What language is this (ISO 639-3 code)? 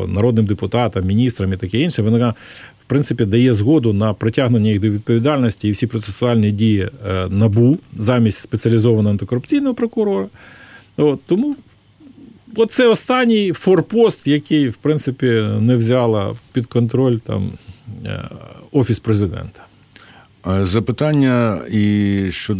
ukr